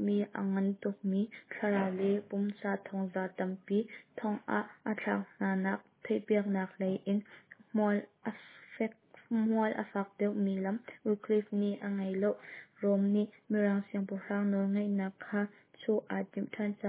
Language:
Hakha Chin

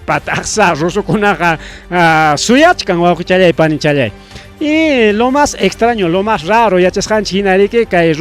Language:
Ayacucho Quechua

